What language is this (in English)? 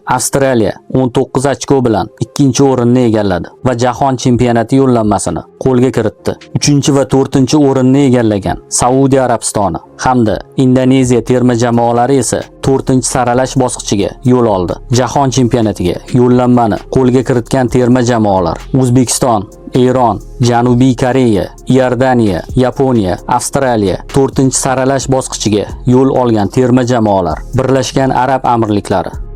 Uzbek